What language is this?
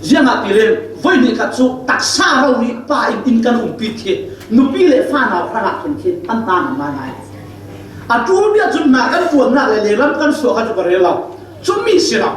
Falam Chin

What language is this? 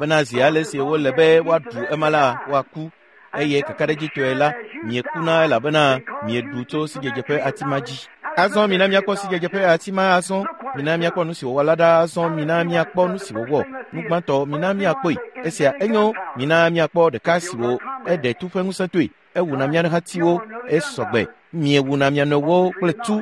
Ewe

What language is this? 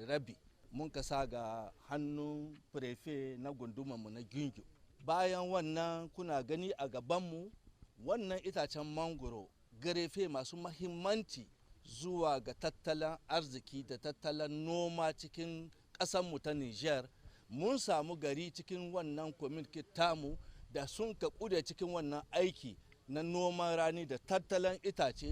Hausa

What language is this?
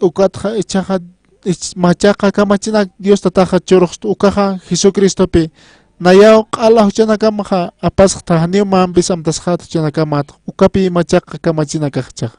Aymara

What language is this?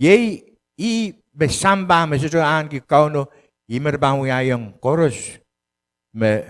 Pohnpeian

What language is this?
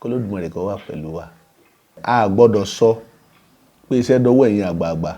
Yoruba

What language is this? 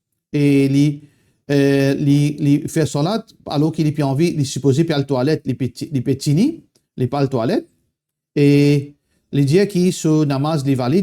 Morisyen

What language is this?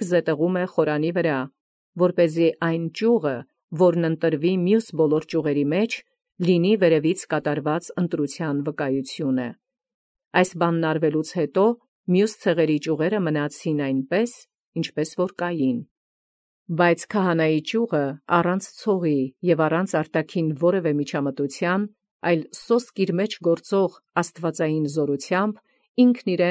Armenian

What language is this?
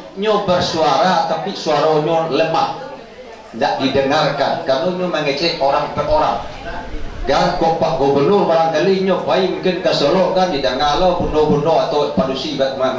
Minangkabau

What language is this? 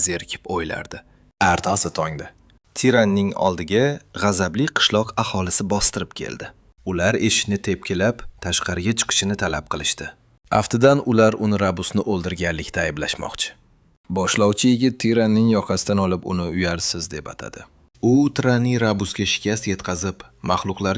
Uzbek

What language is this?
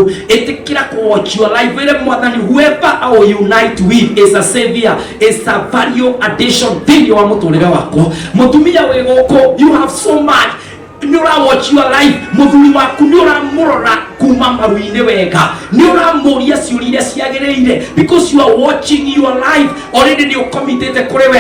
Kikuyu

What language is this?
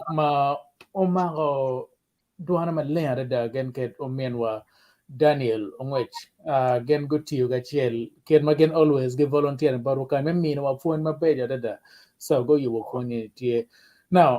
Acoli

